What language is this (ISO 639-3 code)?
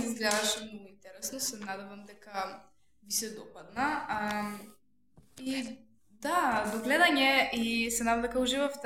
mkd